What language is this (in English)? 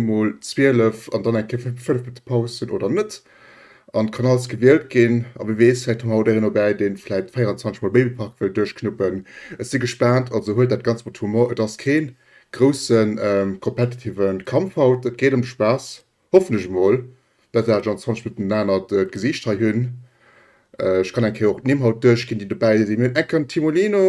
Luxembourgish